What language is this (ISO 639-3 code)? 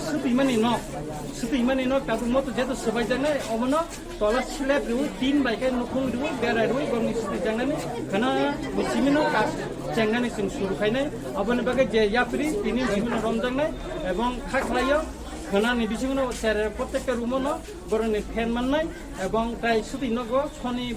trp